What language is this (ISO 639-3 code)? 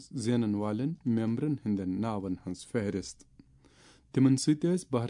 kas